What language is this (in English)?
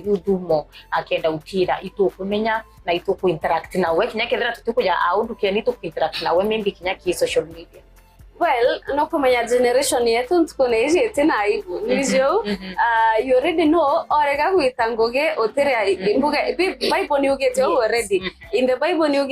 Meru